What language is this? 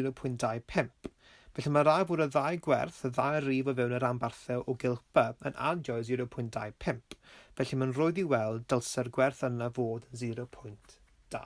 Welsh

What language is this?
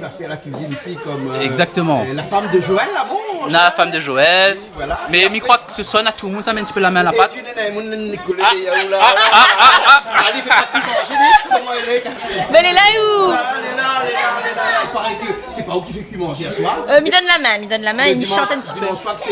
Réunion Creole French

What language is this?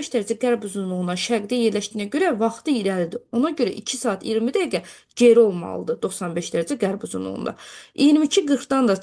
Azerbaijani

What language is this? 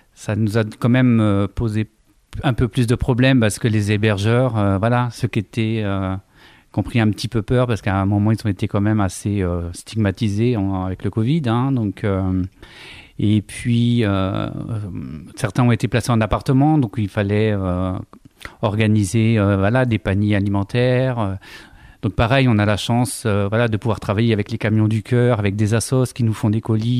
French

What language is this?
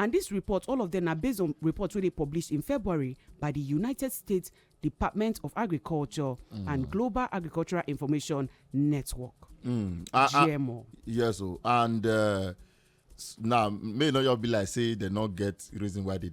Nigerian Pidgin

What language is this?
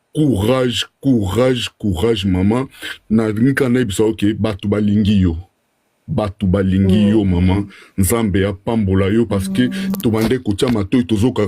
Lingala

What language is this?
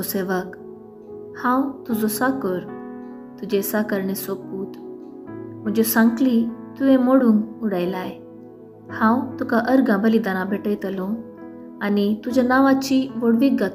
Konkani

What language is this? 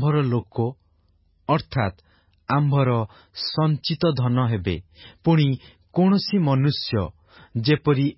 Odia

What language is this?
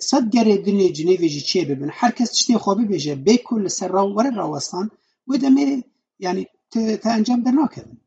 Kurdish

